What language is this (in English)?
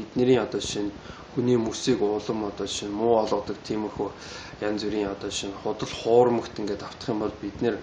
Mongolian